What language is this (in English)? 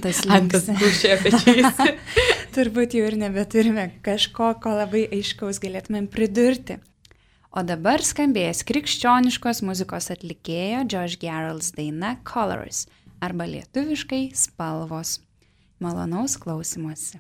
Lithuanian